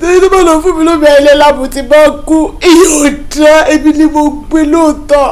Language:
Yoruba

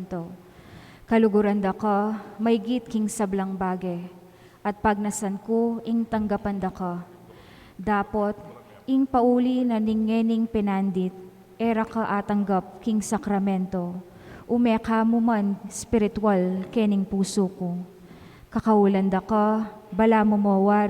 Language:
Pampanga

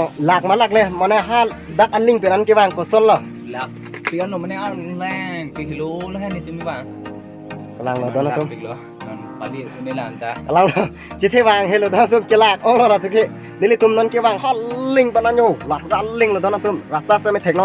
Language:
Karbi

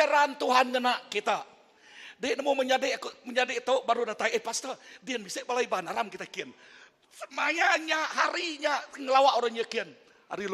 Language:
Iban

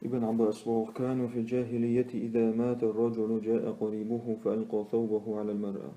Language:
Chechen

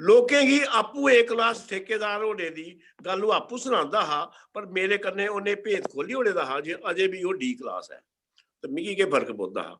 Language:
Dogri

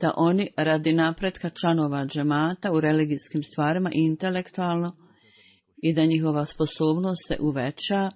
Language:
Bosnian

